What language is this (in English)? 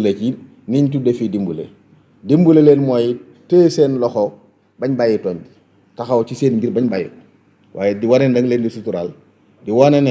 Wolof